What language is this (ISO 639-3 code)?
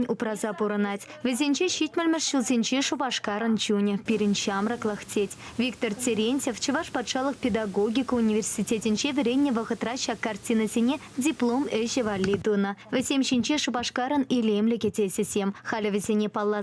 chv